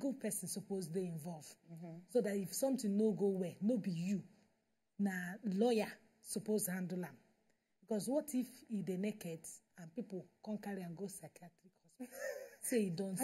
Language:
Nigerian Pidgin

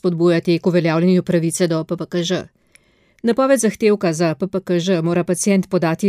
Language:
Slovenian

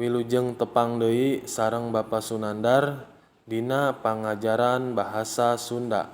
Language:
Sundanese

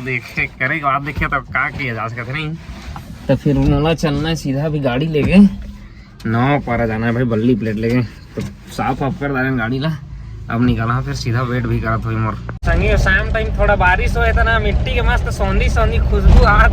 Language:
Chhattisgarhi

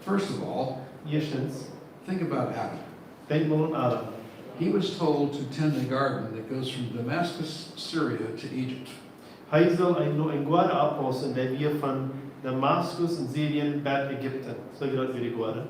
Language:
Plautdietsch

